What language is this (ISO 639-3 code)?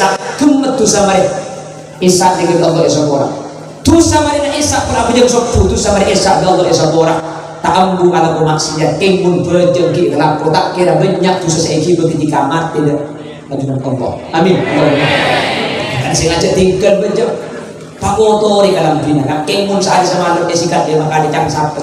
mad